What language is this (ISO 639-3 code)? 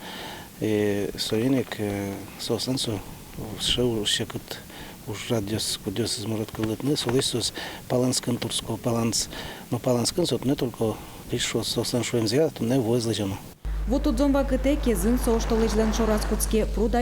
udm